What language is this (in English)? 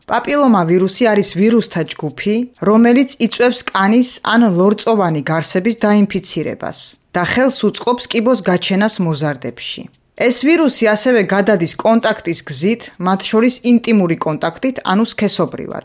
Georgian